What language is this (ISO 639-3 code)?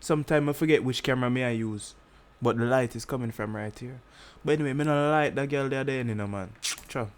jam